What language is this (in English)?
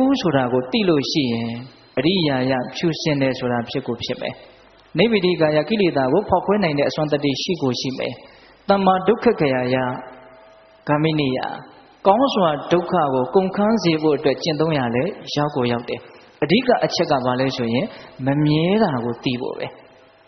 Burmese